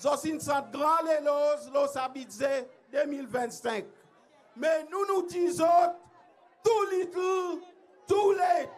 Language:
Seselwa Creole French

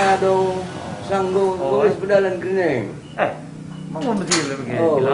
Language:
Batak Karo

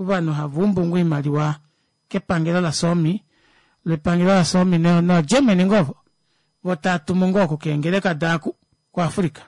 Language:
Kuanyama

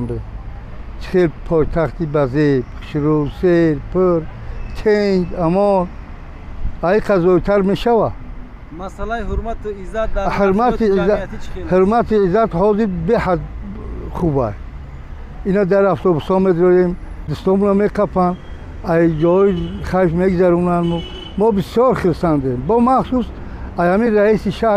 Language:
Tajik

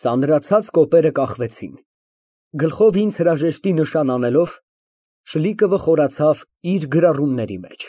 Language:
Armenian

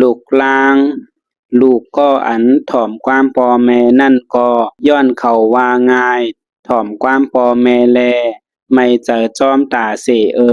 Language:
Shan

